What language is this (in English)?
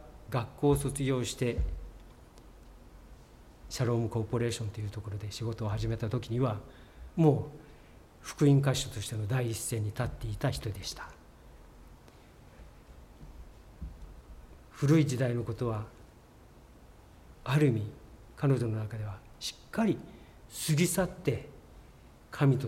Japanese